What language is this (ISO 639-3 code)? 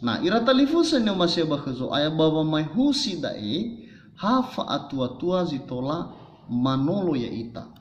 nia